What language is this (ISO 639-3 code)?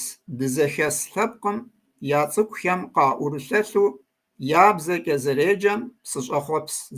kbd